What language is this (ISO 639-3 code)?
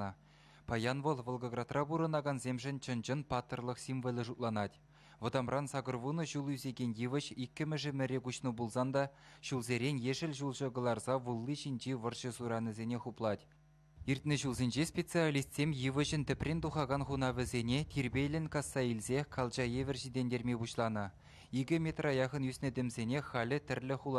chv